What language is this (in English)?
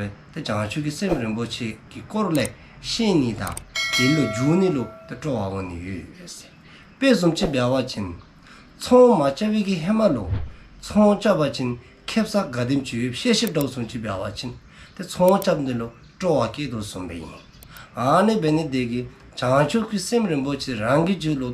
Dzongkha